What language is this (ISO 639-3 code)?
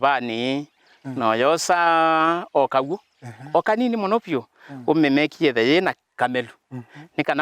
kam